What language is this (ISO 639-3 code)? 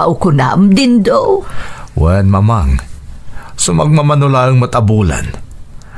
ilo